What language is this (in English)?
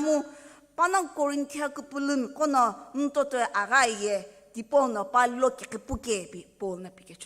Sumi Naga